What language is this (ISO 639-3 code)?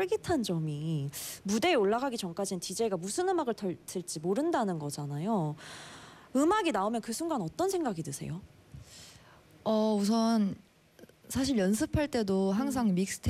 kor